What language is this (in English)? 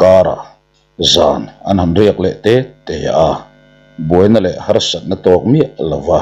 Mizo